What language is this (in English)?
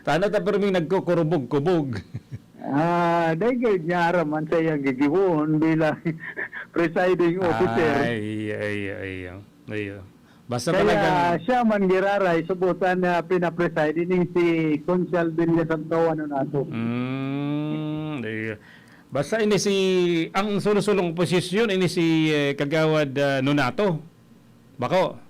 Bikol